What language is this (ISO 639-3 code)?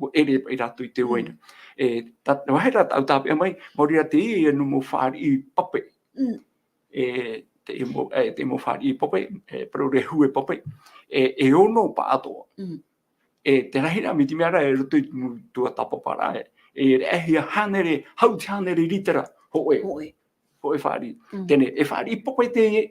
tah